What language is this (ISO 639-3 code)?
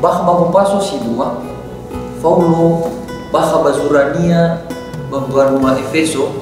nia